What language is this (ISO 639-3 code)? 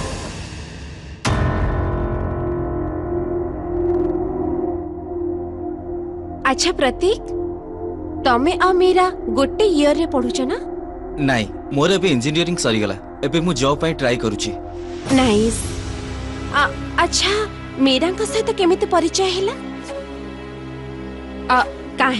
ori